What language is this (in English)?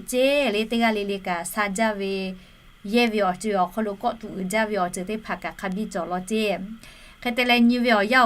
Lahu